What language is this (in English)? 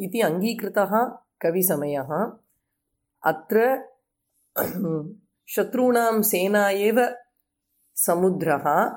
Sanskrit